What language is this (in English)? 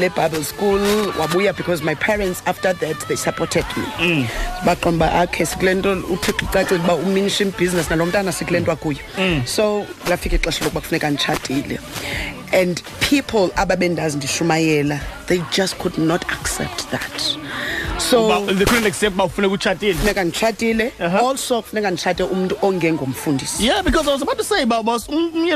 Xhosa